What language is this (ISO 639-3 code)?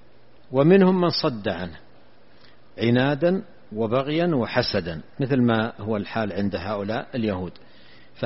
ara